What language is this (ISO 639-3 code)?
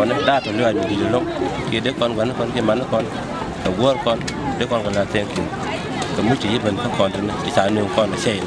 nus